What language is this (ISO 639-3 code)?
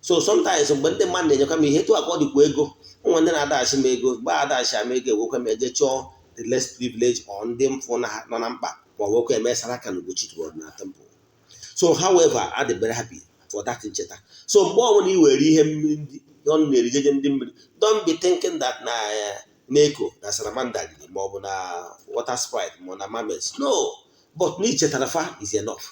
ibo